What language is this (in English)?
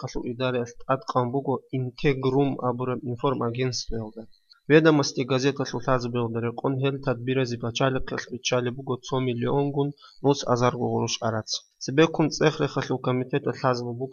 Avaric